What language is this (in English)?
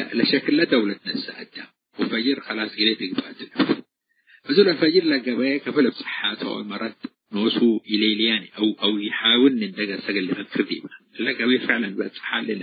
Tigre